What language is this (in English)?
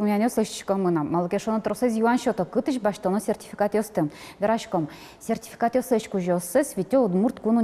Udmurt